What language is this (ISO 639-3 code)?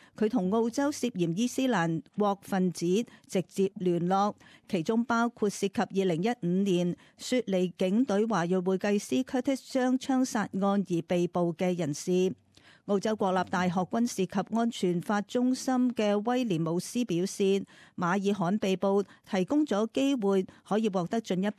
yue